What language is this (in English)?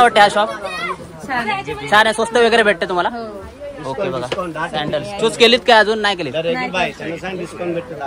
Marathi